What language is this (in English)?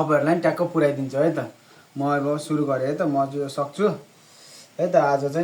Nepali